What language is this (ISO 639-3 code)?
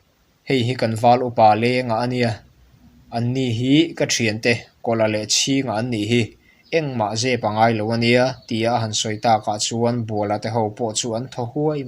lus